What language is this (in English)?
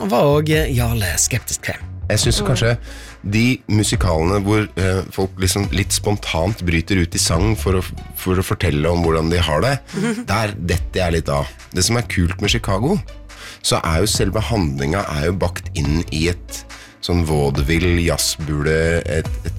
Norwegian